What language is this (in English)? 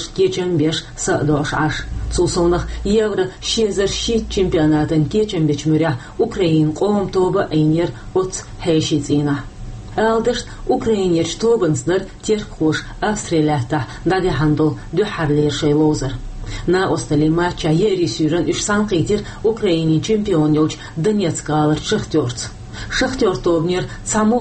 Chechen